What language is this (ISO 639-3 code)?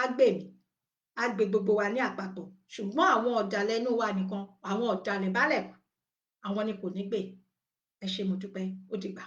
yor